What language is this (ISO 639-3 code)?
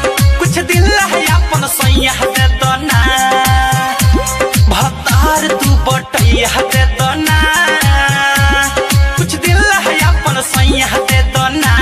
bho